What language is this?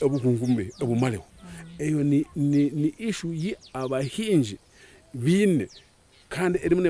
Nyankole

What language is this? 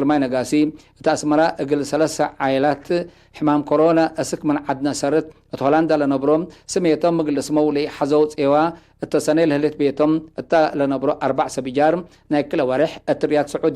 Tigre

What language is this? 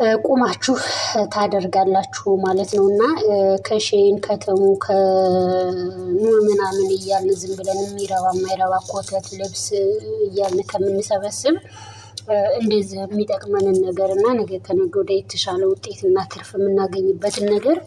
Amharic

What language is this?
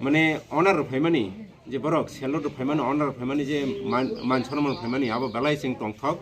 Kok Borok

